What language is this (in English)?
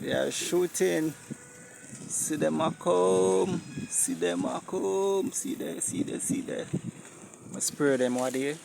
Jamaican Creole English